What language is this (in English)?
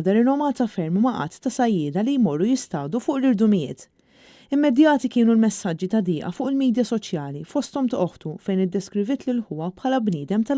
Maltese